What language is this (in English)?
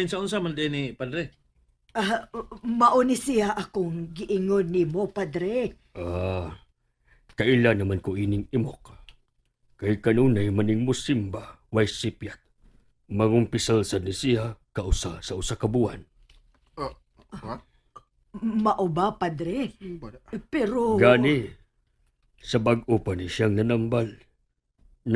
Cebuano